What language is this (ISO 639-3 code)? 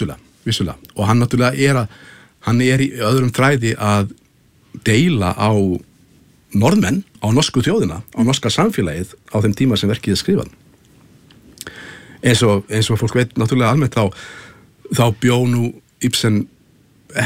isl